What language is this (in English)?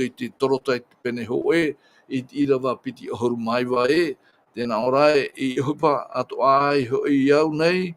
Tahitian